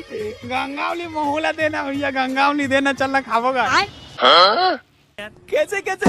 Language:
Chhattisgarhi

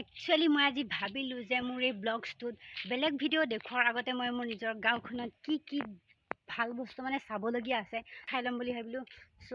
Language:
Assamese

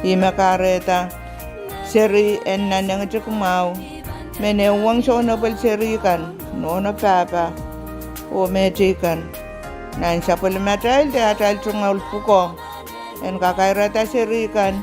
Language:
Pohnpeian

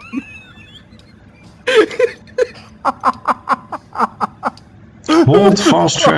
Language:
Dutch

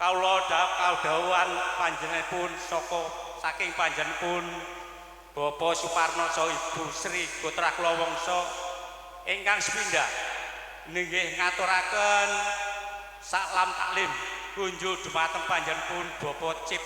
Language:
Javanese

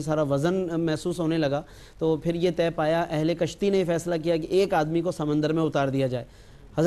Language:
Urdu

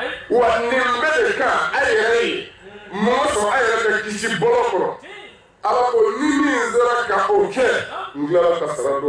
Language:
Bambara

